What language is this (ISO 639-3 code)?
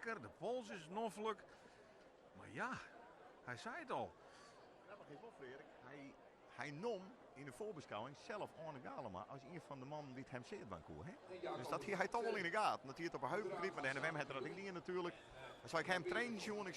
fry